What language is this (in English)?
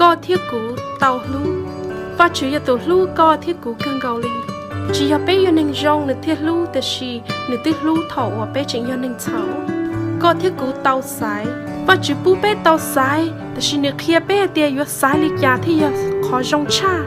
Hmong